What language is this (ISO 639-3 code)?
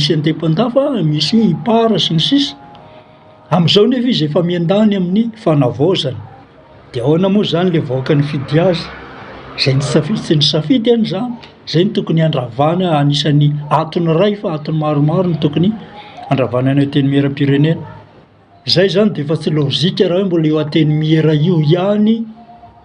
mlg